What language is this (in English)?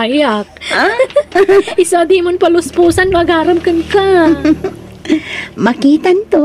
Iloko